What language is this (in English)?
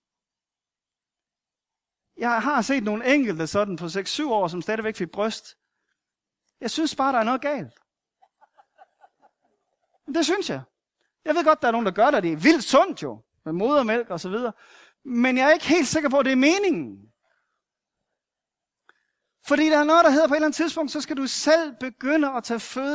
Danish